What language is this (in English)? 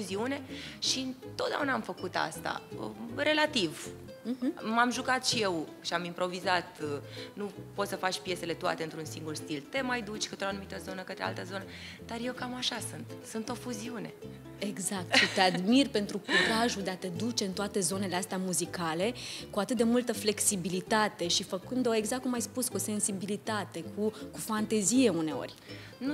Romanian